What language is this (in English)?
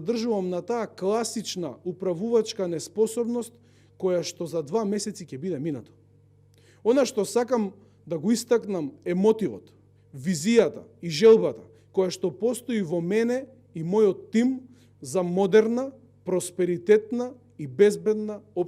Macedonian